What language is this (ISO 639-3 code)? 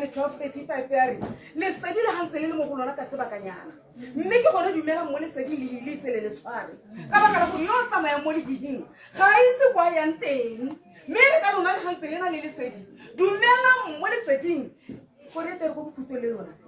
tsn